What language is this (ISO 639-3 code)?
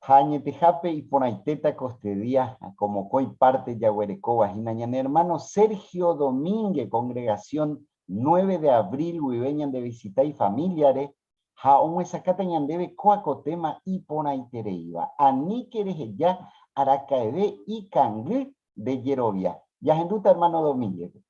grn